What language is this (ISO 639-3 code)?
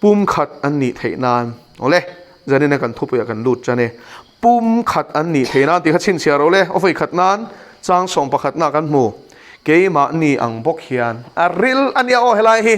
lus